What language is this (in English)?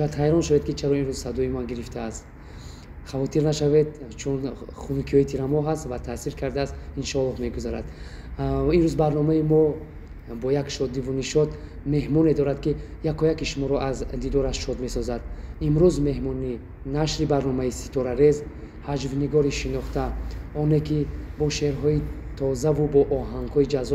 Tajik